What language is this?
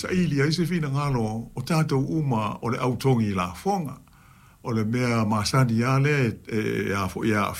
Samoan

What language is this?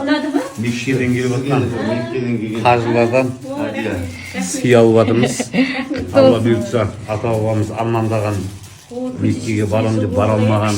Kazakh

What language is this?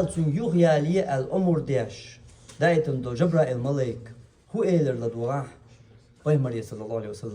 Chechen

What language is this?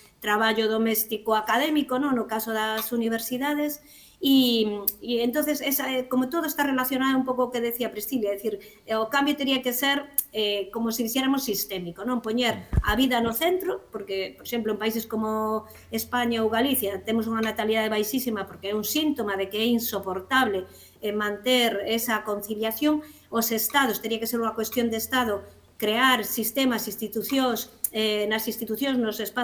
Galician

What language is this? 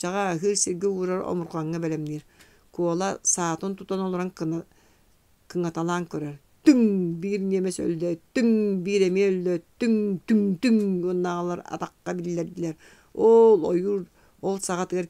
Yakut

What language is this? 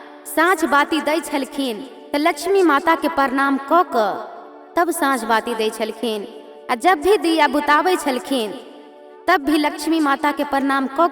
Maithili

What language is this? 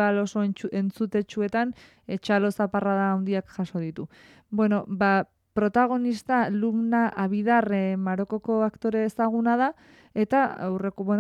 Basque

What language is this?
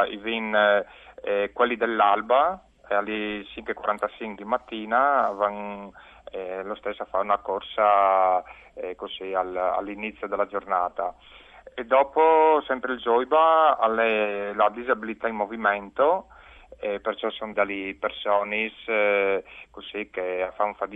Friulian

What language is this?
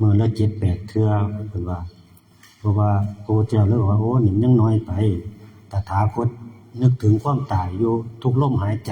Northeastern Thai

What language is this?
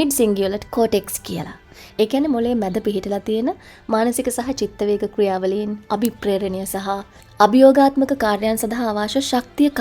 Sinhala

